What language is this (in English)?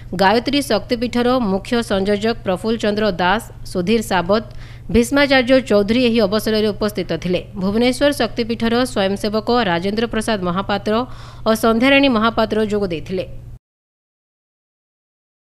Odia